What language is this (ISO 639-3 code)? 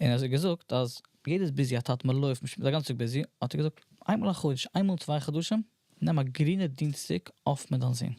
yid